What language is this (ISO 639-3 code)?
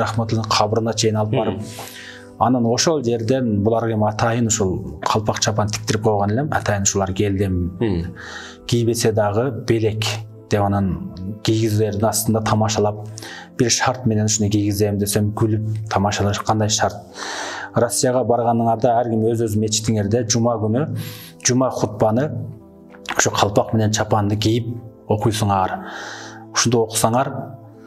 kir